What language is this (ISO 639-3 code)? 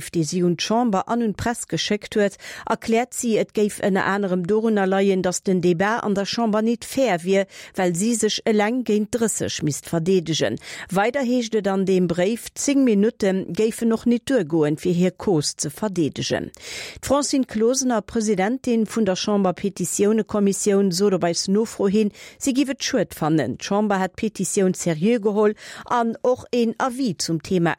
ltz